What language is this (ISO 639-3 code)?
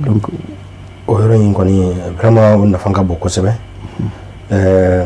bam